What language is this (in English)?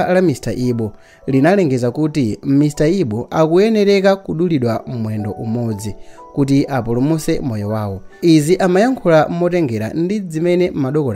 Nyanja